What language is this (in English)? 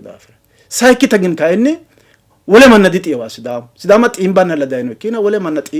Sidamo